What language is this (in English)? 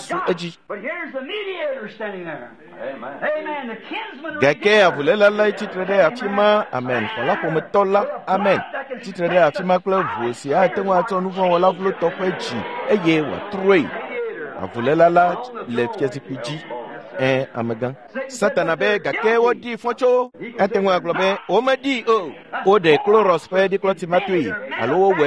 Ewe